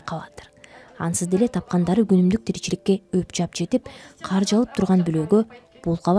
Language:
Kyrgyz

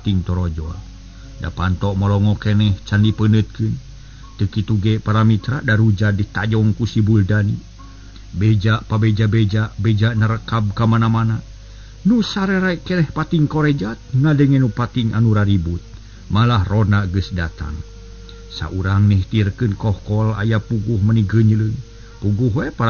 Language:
Sundanese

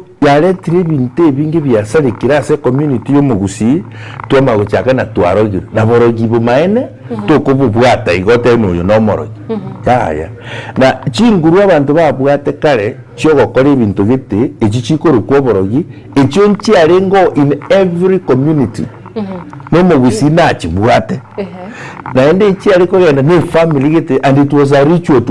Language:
Gusii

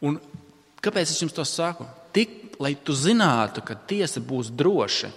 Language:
Latvian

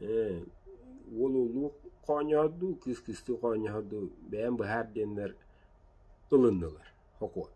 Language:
Yakut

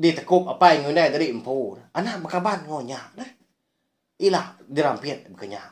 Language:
Iban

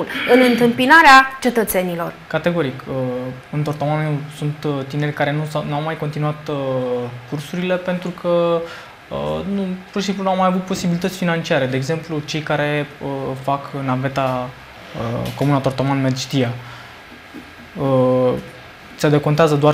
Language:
Romanian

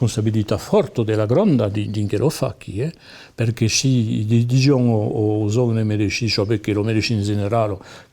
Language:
Occitan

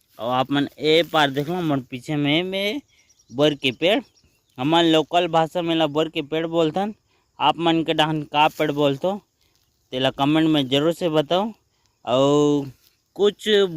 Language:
Chhattisgarhi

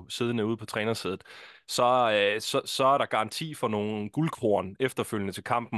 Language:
Danish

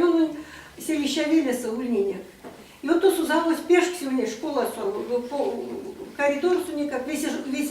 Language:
Erzya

